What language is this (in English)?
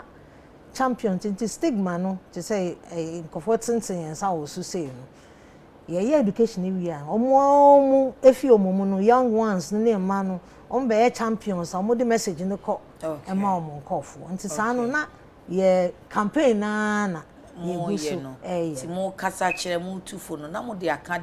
Akan